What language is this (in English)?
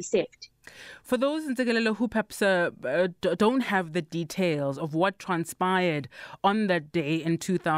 English